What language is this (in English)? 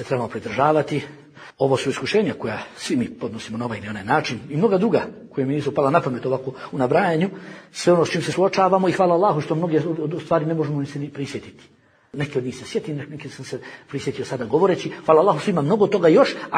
Bosnian